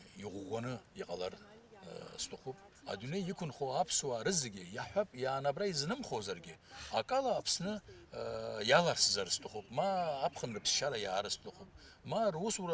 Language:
Abkhazian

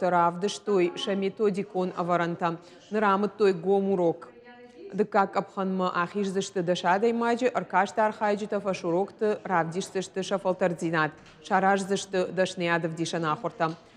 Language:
Ossetic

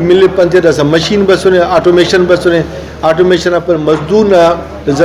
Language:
Brahui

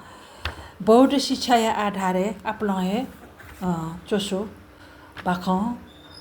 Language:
Newari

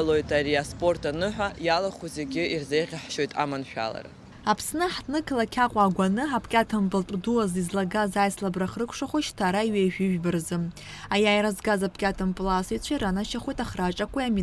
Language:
Abkhazian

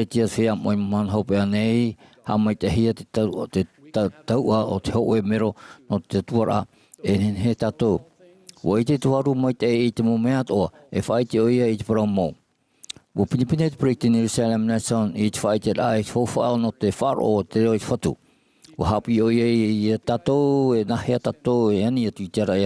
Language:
Tahitian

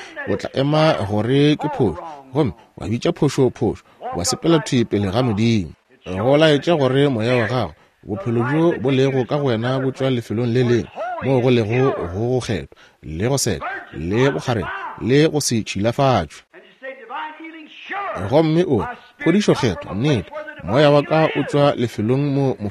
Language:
Northern Sotho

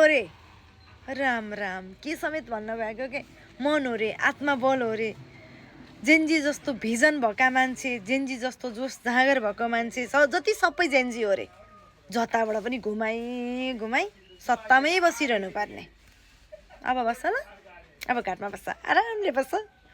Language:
Nepali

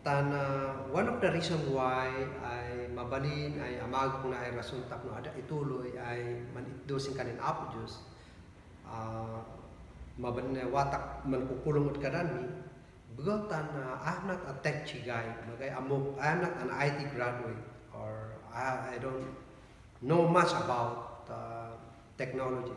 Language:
Kankanaey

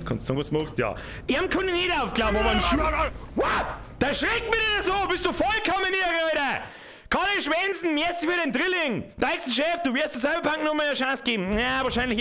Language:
Bavarian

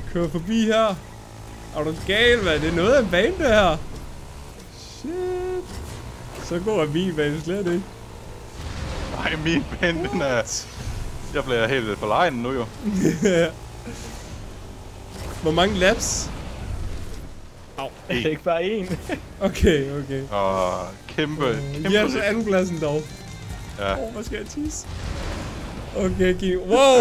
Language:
Danish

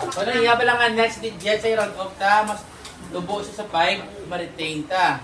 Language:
Hiligaynon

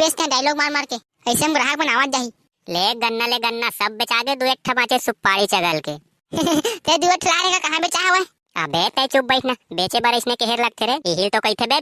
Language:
Chhattisgarhi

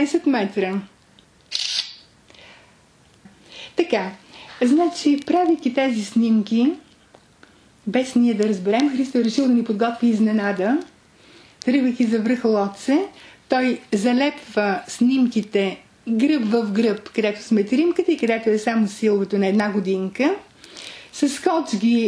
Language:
Bulgarian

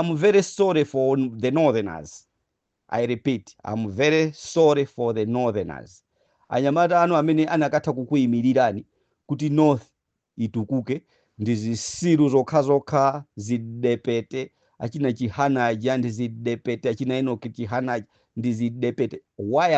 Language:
Nyanja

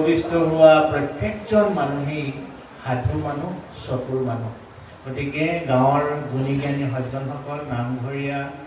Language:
Assamese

